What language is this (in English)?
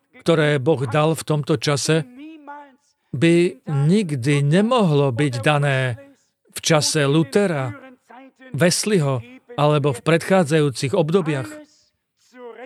Slovak